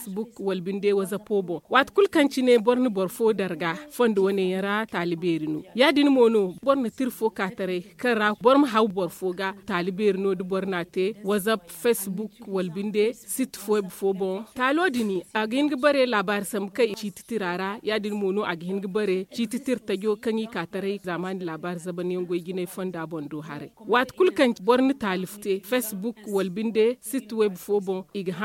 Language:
Zarma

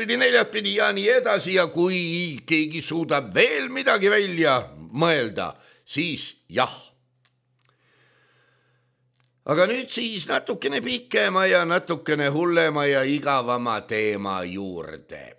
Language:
Estonian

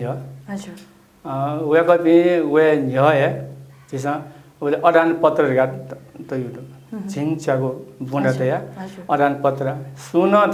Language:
Newari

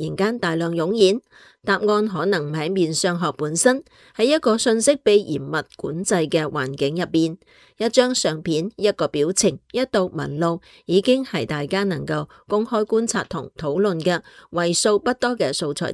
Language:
Cantonese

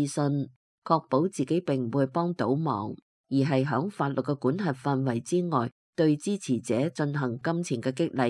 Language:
Cantonese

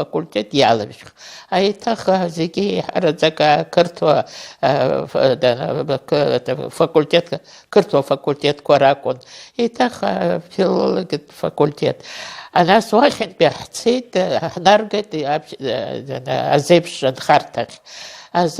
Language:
Abkhazian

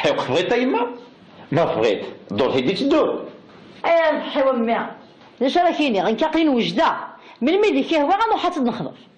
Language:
Kabyle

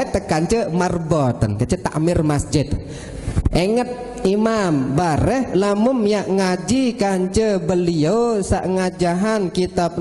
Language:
Sasak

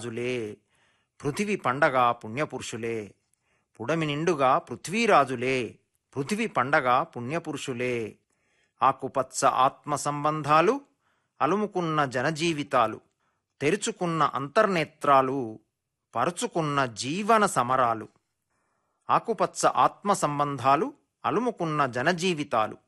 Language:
Telugu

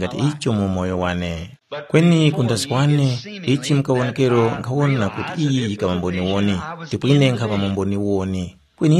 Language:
Tumbuka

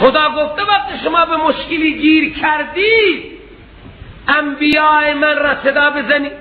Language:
Persian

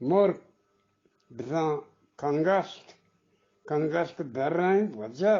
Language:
Eastern Balochi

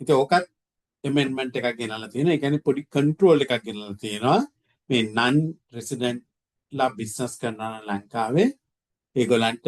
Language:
Sinhala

